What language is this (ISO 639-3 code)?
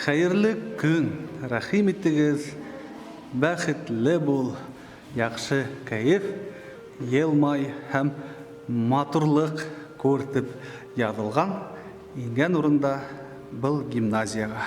bak